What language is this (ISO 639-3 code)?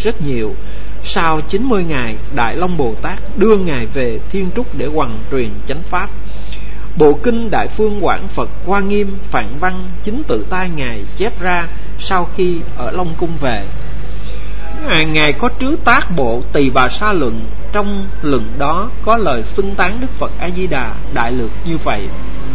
vie